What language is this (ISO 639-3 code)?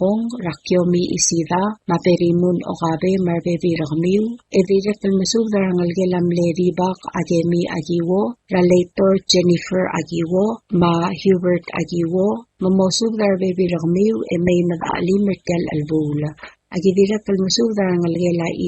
pau